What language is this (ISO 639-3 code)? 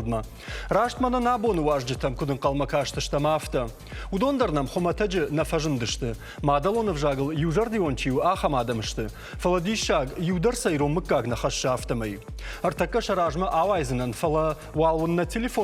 oss